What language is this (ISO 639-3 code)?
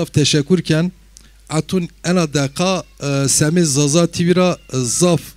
zza